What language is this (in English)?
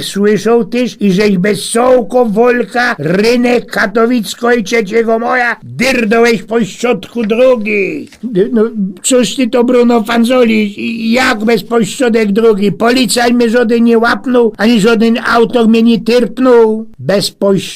Silesian